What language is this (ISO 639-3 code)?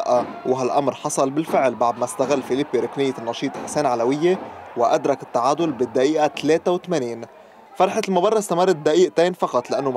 apc